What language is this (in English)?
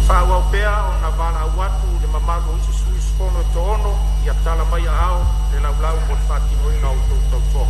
Samoan